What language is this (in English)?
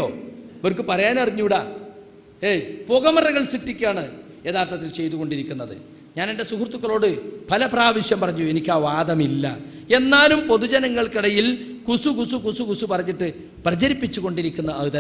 Malayalam